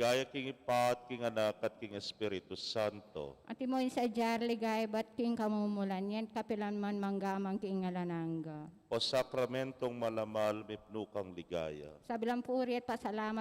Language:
Pampanga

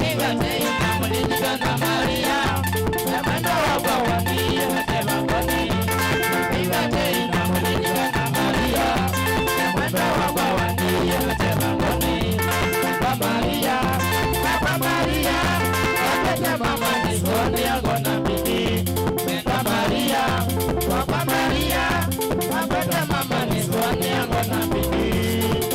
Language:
Kamba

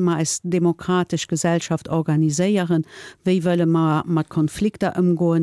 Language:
Luxembourgish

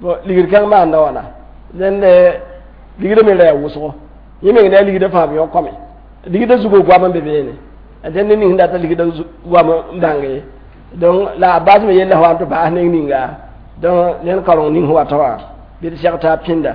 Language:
Mossi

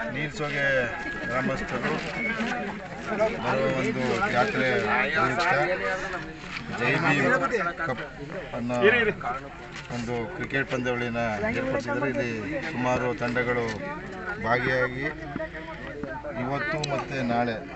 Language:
Kannada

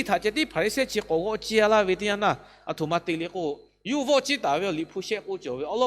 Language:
Lahu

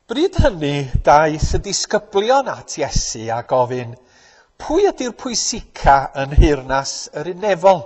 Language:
Welsh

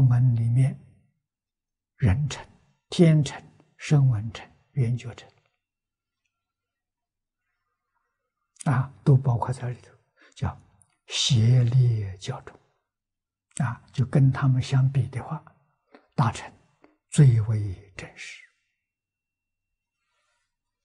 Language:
Chinese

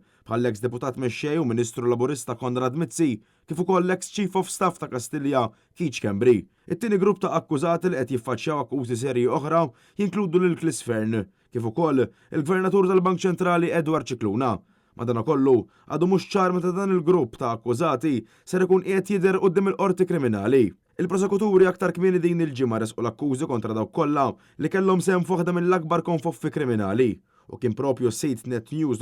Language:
Maltese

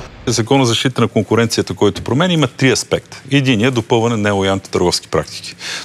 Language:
Bulgarian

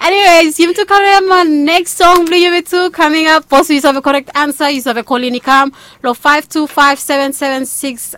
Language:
Bislama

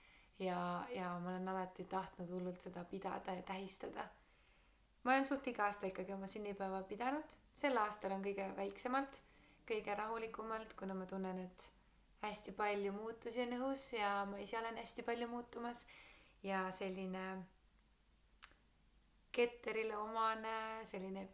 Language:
Estonian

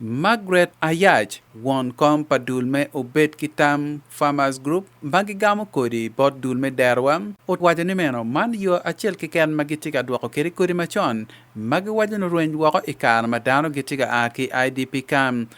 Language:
Acoli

